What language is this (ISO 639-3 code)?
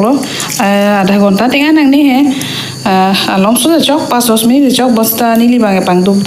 mjw